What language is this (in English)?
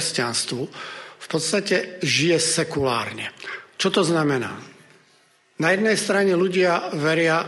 Slovak